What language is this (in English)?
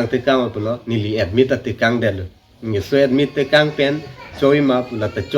Karbi